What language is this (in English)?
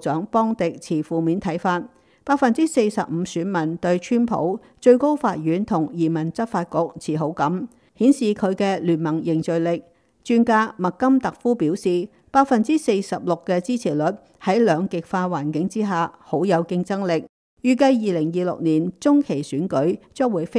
Cantonese